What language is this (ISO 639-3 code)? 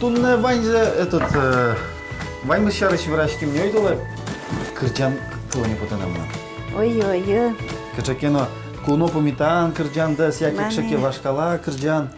udm